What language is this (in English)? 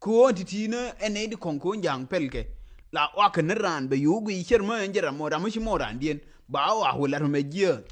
Nuer